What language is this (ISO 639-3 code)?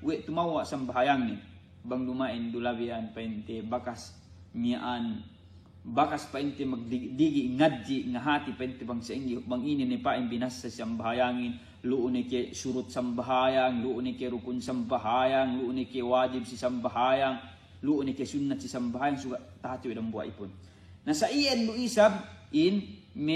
yka